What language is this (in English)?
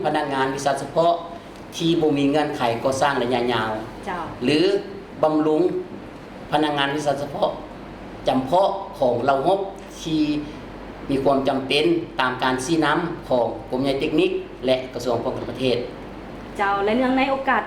Lao